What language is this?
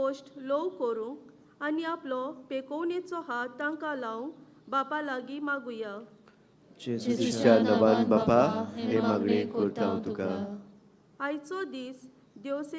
Konkani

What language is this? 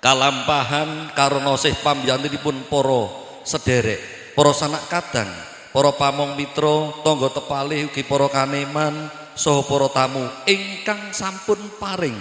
Javanese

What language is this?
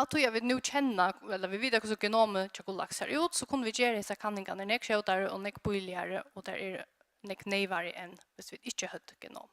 Faroese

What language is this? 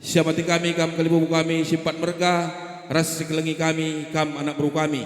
Batak Karo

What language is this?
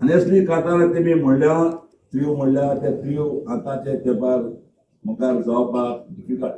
Konkani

